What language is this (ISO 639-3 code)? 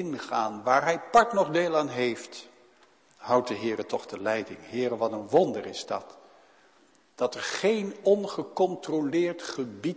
nld